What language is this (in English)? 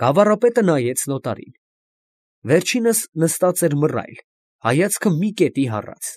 Armenian